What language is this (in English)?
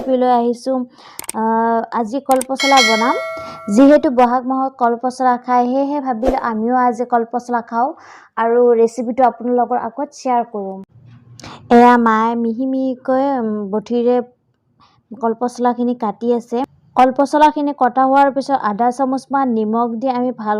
Assamese